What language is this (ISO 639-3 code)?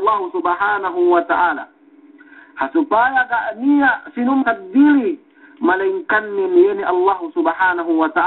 yka